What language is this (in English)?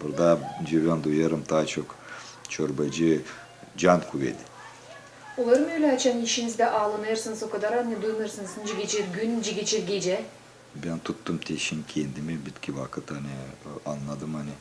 Gagauz